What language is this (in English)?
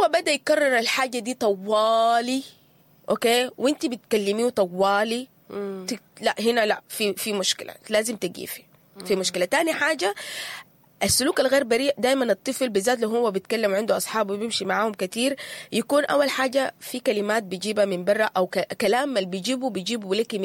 Sudanese Arabic